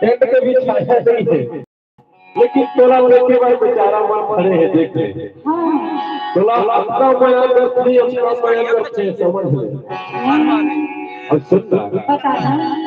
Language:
Chhattisgarhi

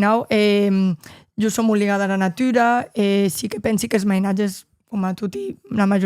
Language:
Occitan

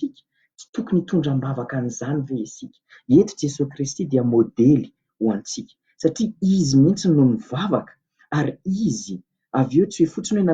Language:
Malagasy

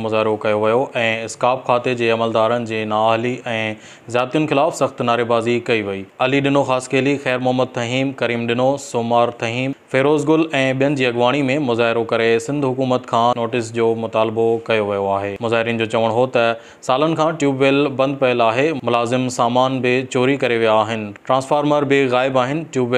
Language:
Sindhi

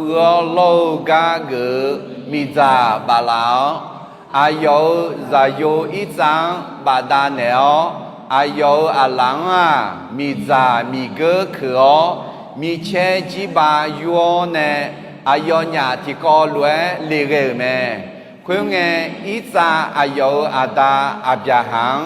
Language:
Akha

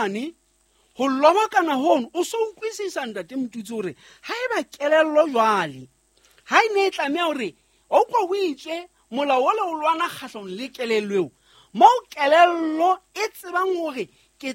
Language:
Southern Sotho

